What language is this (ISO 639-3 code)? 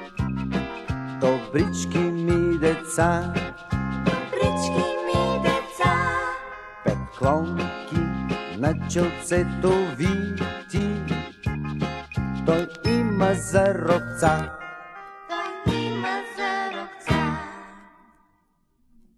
bul